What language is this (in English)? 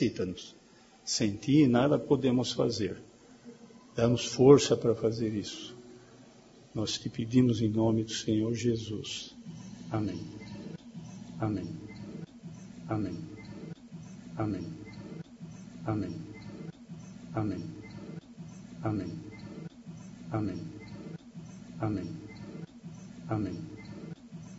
Portuguese